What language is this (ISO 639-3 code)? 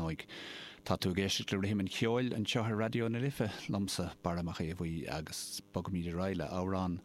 gle